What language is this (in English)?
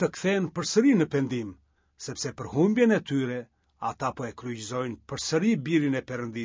Albanian